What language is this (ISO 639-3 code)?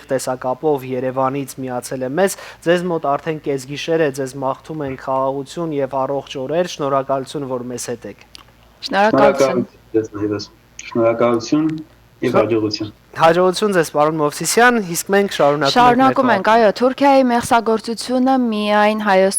hyw